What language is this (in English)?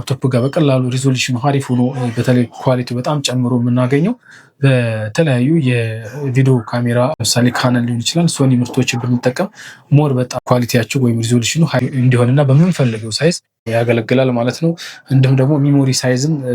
Amharic